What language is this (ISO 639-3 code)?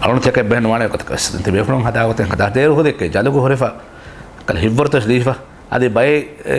div